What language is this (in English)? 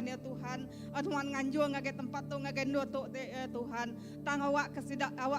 Iban